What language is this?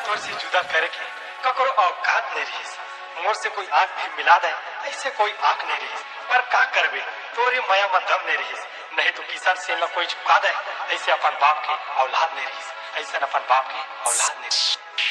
Chhattisgarhi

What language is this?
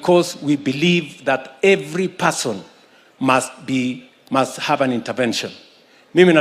Gusii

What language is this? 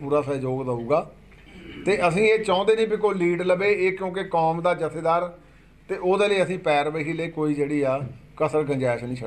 Punjabi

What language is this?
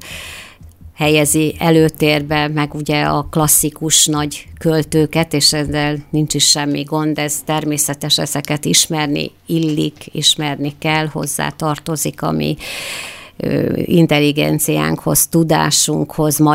Hungarian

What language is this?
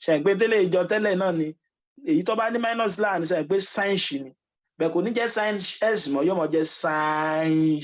Yoruba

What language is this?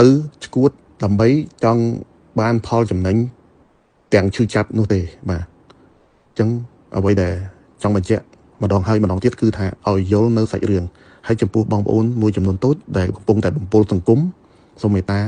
Khmer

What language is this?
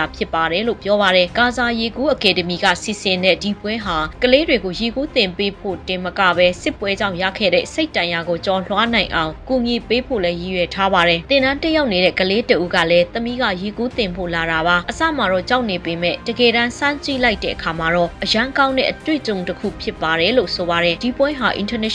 Burmese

